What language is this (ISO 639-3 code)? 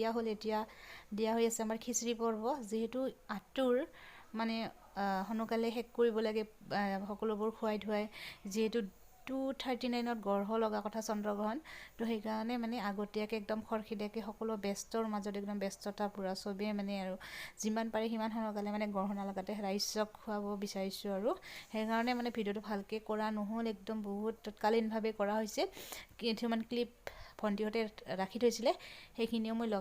asm